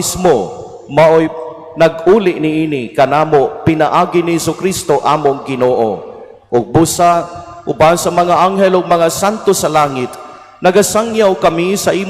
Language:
Cebuano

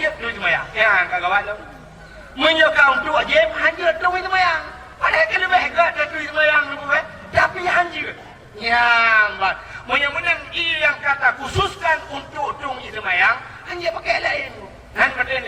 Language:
Achinese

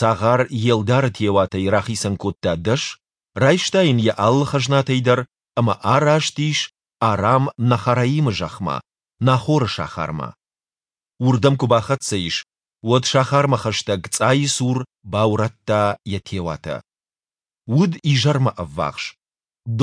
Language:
Ossetic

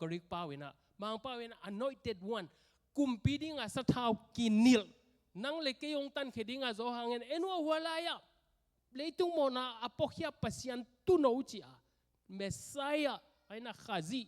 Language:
Tedim Chin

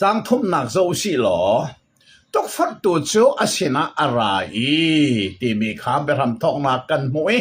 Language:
Hakha Chin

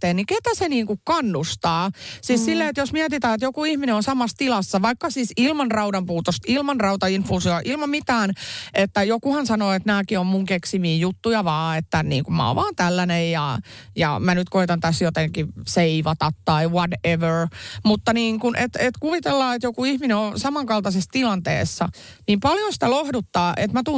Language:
Finnish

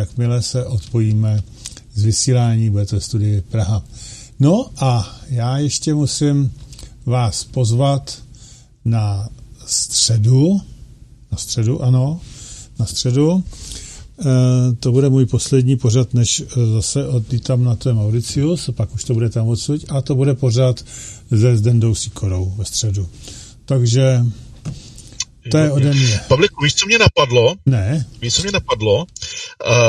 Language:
Czech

